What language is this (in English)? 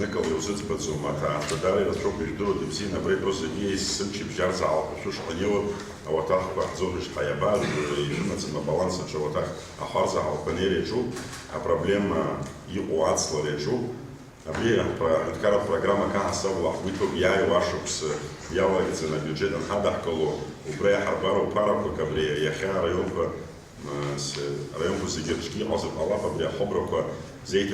Abkhazian